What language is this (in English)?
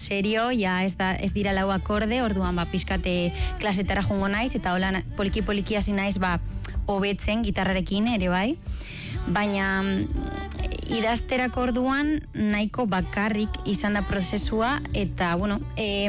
Basque